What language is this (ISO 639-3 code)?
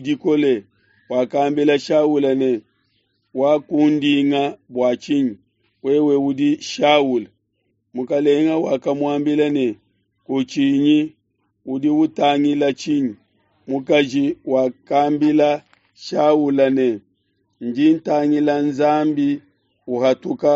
lua